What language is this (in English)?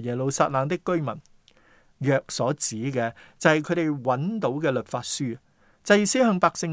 Cantonese